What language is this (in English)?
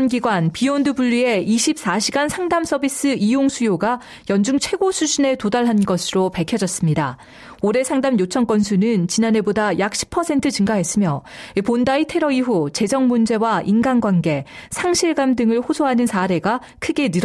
Korean